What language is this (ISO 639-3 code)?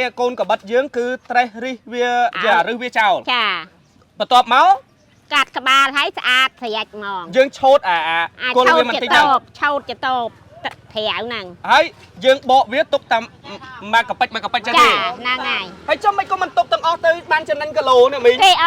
khm